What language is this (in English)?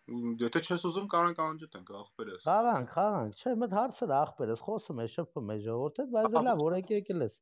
Armenian